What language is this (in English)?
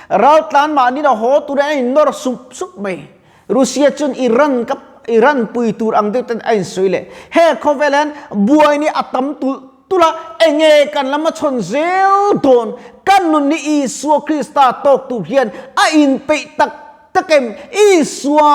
Mizo